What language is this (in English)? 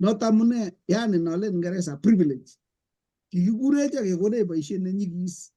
Kalenjin